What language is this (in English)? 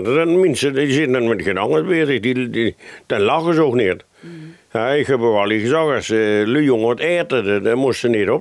Limburgish